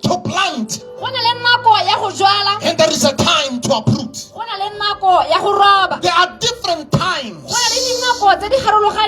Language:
Tswana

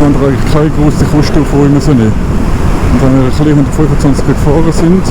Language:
Swiss German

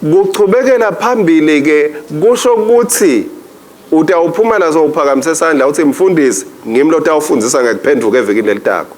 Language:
Swati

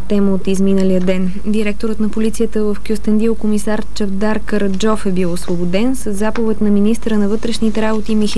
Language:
Bulgarian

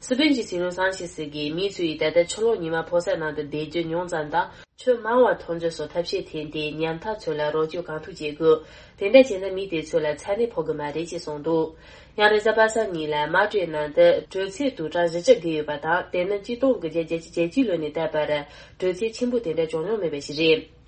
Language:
Tibetan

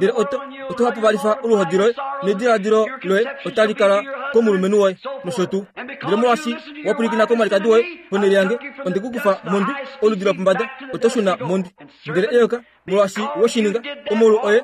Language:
Kuanyama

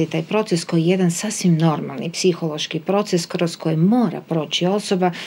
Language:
Croatian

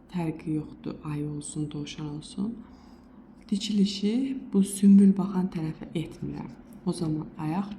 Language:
Azerbaijani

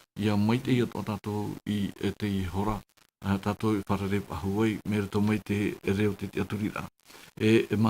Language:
Tahitian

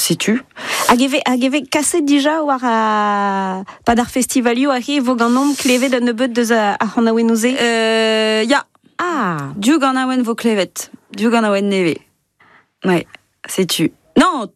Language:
Breton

